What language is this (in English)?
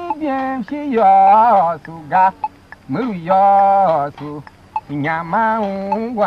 Tiv